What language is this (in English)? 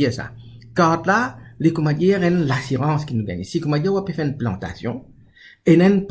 Morisyen